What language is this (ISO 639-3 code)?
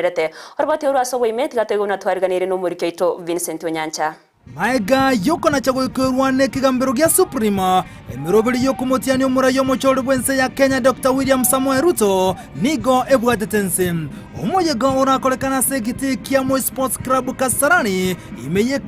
guz